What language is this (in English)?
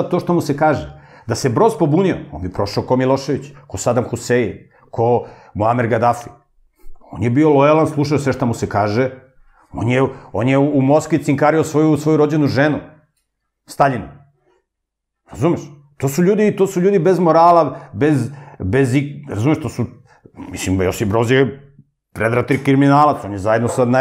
Serbian